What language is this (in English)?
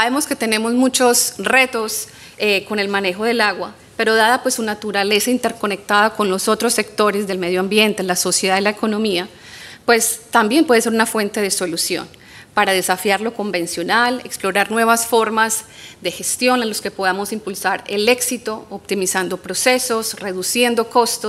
Spanish